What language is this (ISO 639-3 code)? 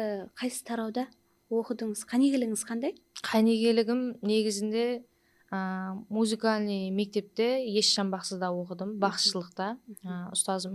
kaa